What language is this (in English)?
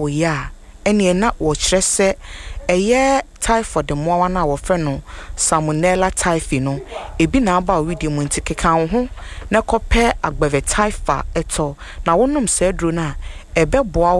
Akan